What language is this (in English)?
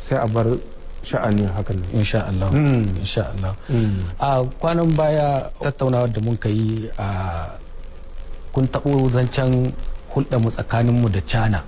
Hausa